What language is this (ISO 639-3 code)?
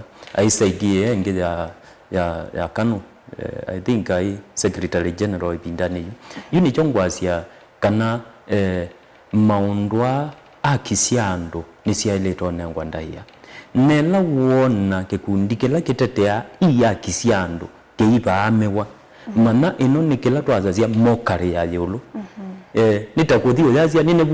kam